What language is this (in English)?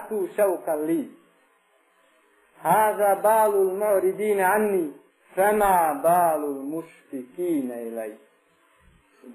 Bosnian